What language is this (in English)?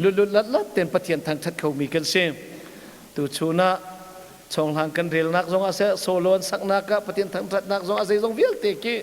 Hakha Chin